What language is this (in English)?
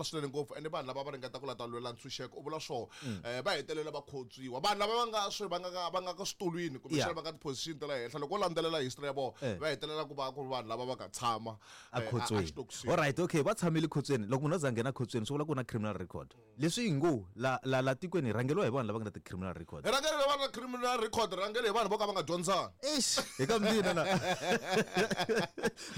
Tsonga